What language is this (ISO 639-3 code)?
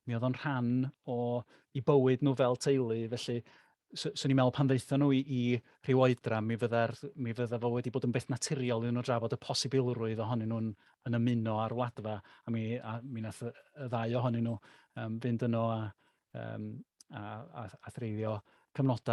cym